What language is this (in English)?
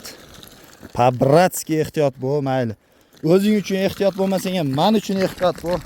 Uzbek